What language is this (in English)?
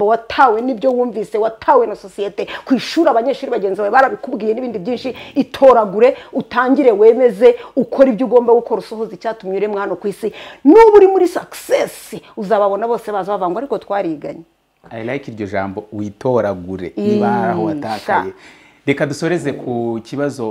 Kinyarwanda